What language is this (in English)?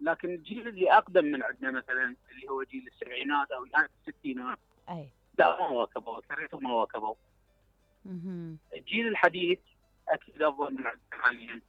Mesopotamian Arabic